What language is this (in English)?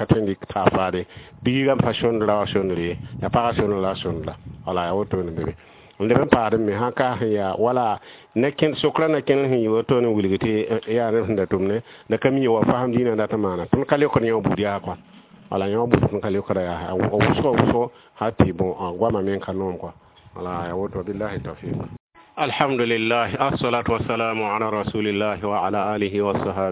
Mossi